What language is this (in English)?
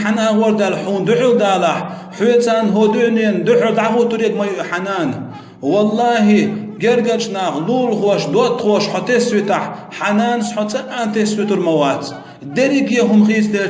Chechen